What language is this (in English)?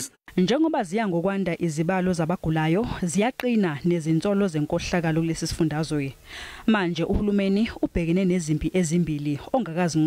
Zulu